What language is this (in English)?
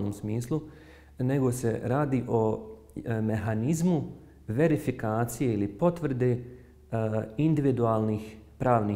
Bosnian